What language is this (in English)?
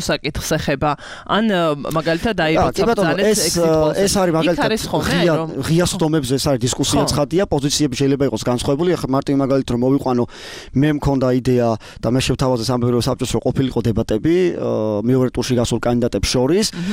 Georgian